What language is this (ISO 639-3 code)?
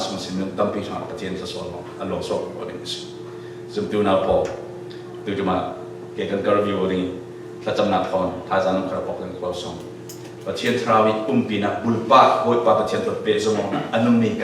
cfm